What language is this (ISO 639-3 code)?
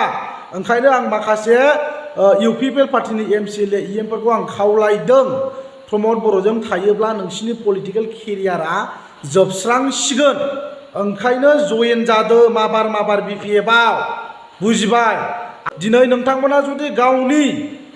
brx